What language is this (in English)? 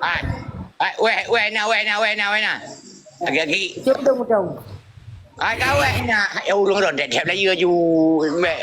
Achinese